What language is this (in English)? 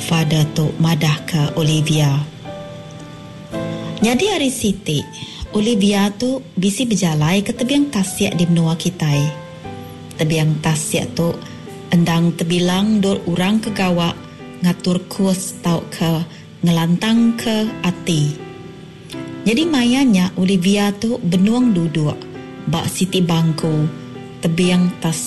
Iban